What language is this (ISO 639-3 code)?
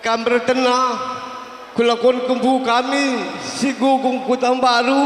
btx